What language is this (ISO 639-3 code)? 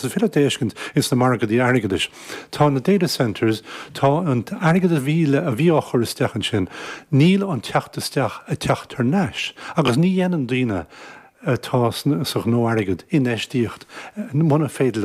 gle